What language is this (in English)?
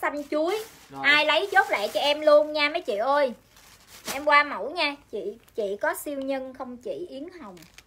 Vietnamese